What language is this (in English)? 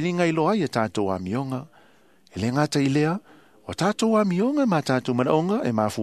Samoan